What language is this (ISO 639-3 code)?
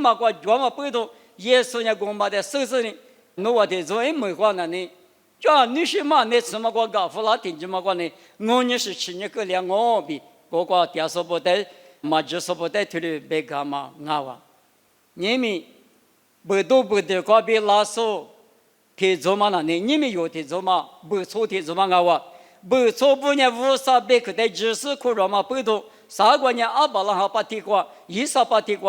lis